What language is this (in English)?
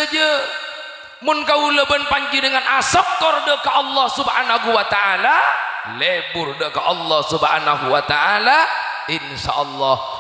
Madurese